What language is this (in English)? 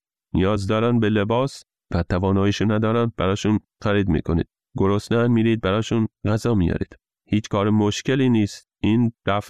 Persian